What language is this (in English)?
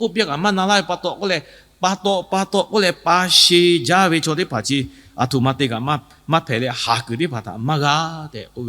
Lahu